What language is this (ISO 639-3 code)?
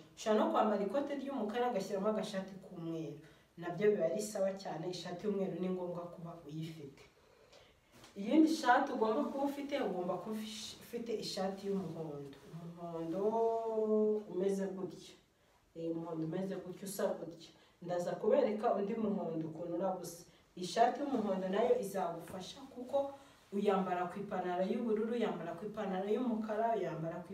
kin